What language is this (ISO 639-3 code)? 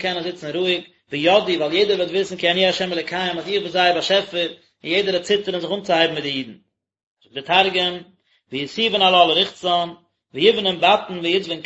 yid